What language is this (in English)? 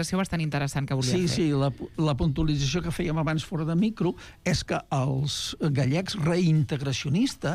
Catalan